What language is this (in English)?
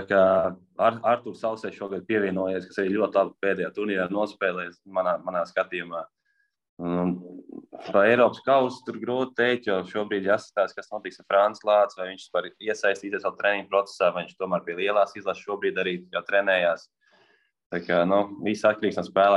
Latvian